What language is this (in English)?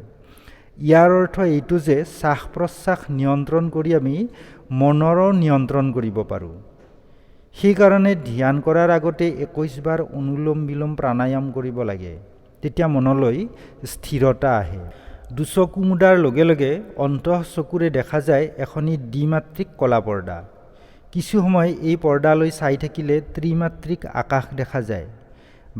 Assamese